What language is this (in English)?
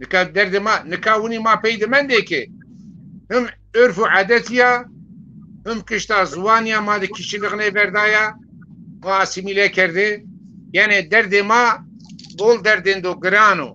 Zaza